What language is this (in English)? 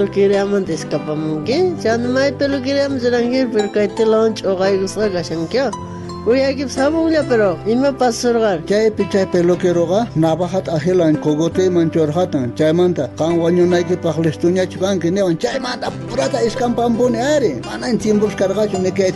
South Bolivian Quechua